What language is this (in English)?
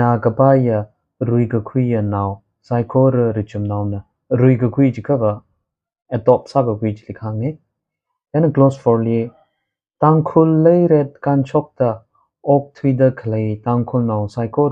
Tangkhul Naga (India)